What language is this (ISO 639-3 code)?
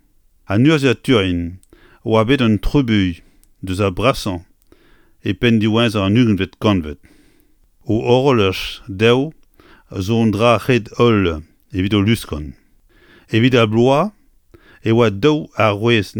bre